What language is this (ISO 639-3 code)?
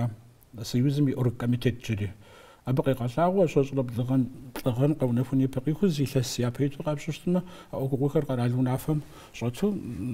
kbd